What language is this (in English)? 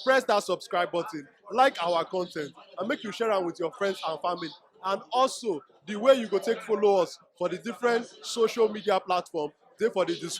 Nigerian Pidgin